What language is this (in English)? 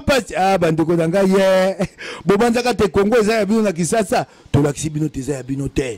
Lingala